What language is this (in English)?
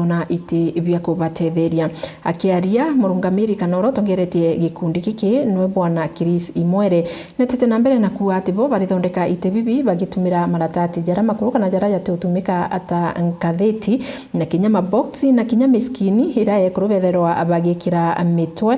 Meru